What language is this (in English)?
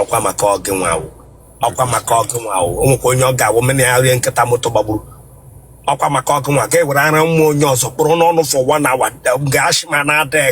Igbo